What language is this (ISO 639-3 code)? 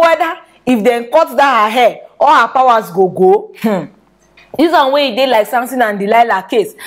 pcm